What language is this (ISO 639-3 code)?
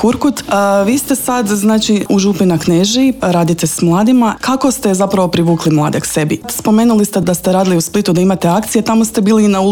hrv